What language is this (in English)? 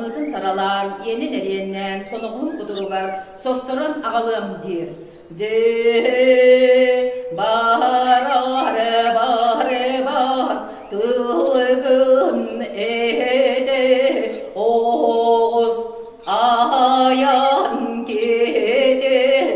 Yakut